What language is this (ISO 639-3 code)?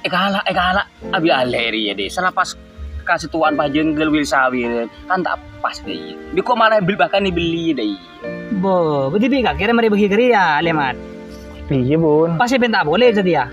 mad